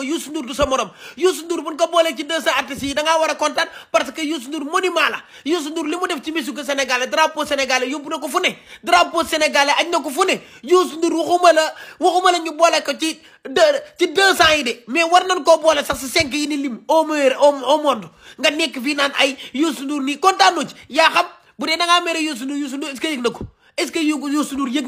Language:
Wolof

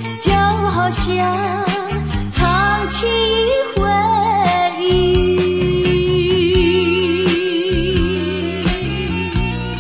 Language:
Chinese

